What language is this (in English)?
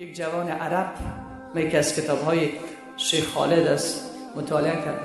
Persian